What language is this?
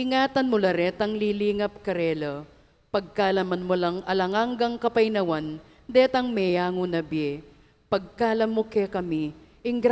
Pampanga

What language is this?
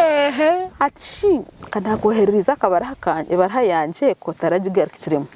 Nyankole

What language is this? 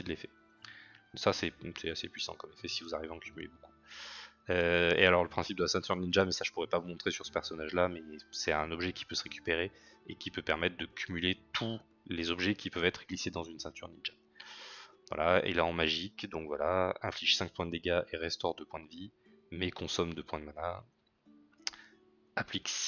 French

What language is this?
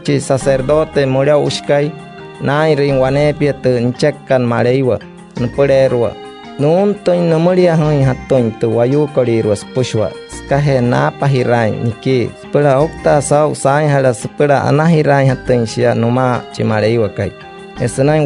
Wayuu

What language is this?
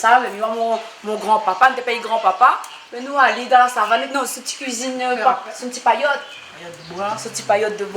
Réunion Creole French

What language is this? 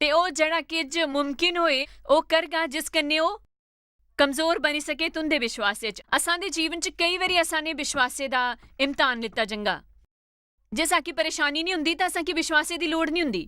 Dogri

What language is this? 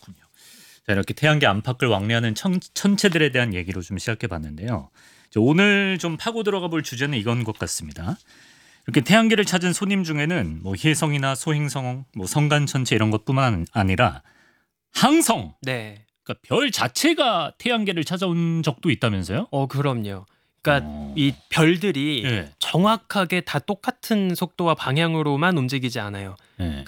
Korean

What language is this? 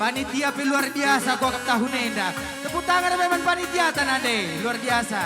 Batak Karo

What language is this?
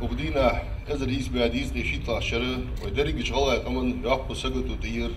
Ingush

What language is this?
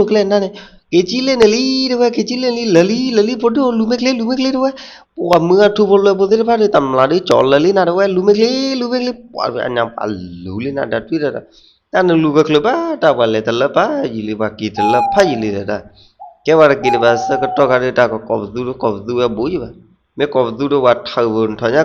S'gaw Karen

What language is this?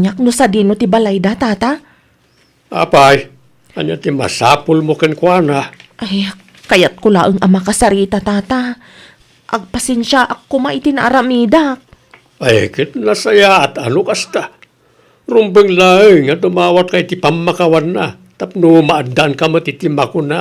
Iloko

